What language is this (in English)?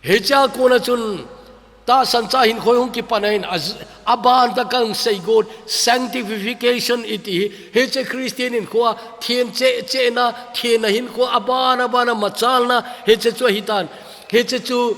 Thado Chin